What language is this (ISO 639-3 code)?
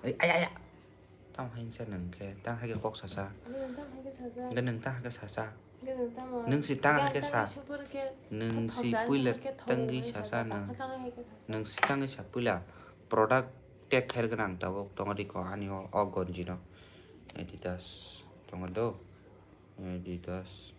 trp